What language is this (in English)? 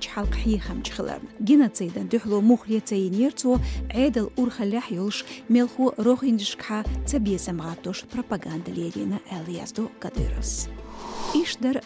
Chechen